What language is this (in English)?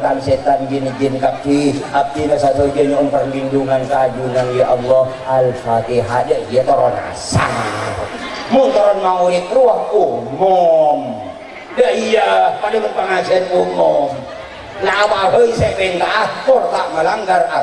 Madurese